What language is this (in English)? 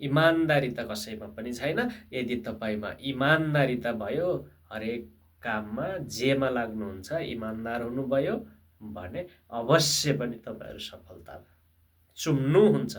Nepali